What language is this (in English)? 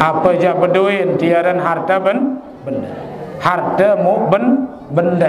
Sasak